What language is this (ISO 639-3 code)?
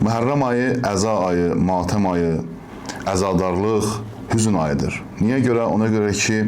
aze